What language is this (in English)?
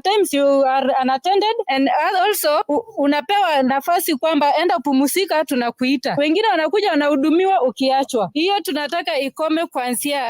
Masai